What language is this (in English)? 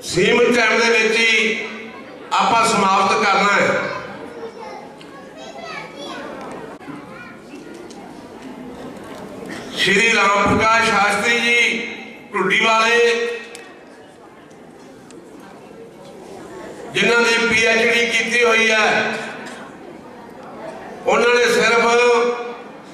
Punjabi